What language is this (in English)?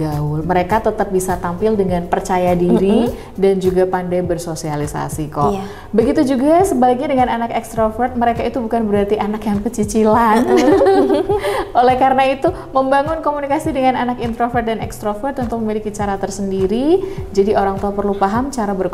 Indonesian